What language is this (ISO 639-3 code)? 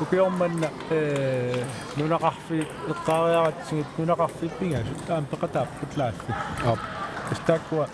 kal